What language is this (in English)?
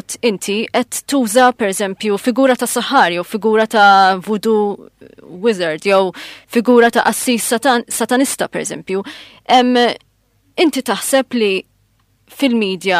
Maltese